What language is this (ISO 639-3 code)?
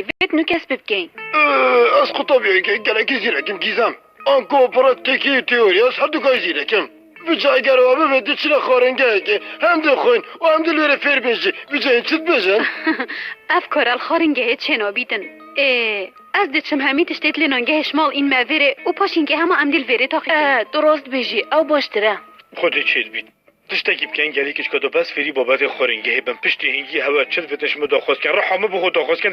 kur